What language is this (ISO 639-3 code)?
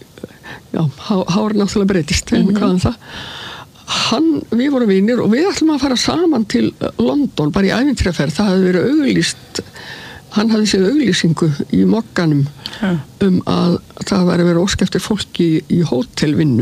isl